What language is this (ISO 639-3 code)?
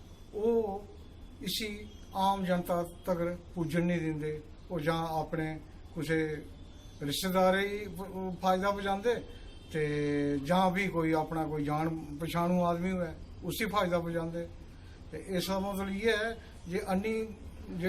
doi